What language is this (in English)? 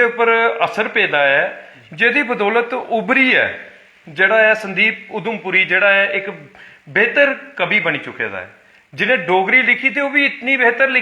Dogri